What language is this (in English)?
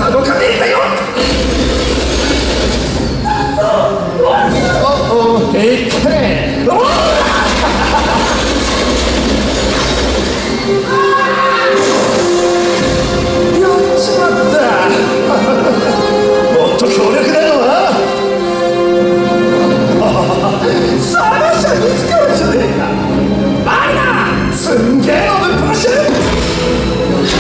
Japanese